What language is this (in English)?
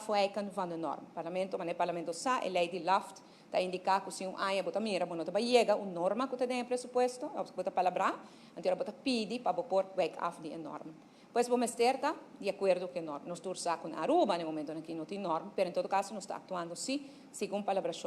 Papiamento